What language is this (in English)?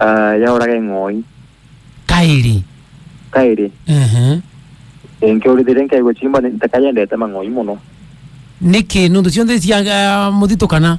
Meru